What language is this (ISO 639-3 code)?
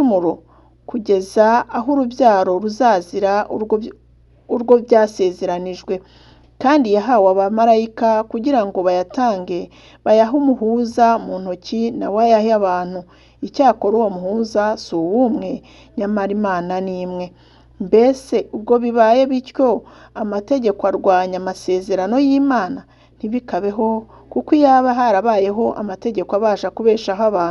kin